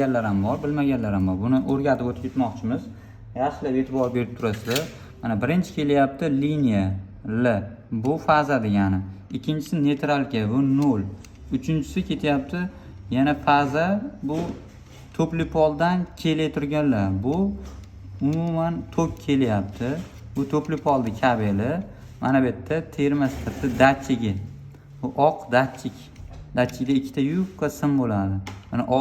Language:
Uzbek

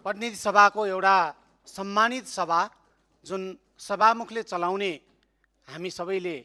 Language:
Nepali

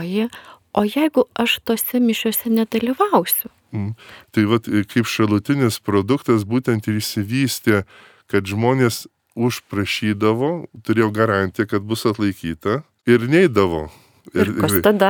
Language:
Lithuanian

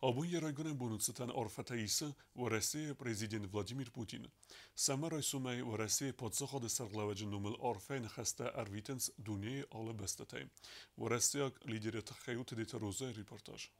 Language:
Ossetic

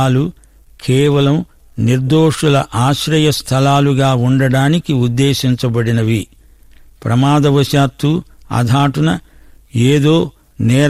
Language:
Telugu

